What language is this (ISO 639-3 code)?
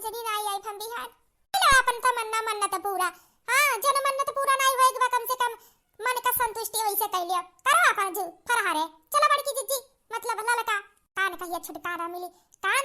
awa